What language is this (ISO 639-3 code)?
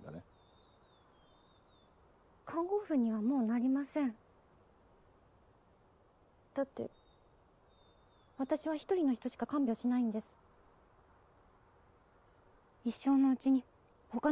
jpn